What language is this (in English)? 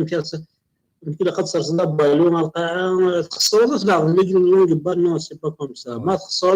Kabyle